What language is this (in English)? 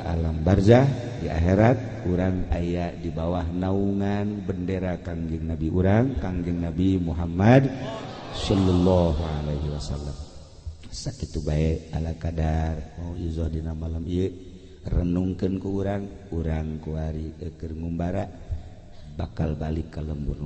Sundanese